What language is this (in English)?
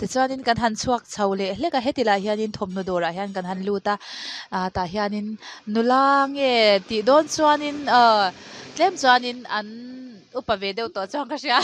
Mizo